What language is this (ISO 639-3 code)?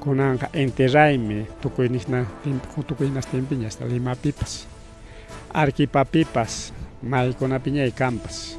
quy